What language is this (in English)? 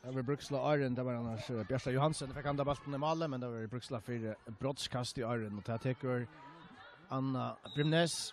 Faroese